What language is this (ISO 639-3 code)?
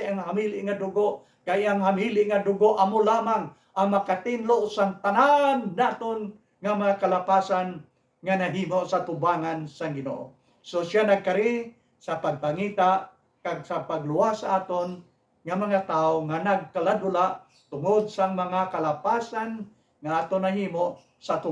hil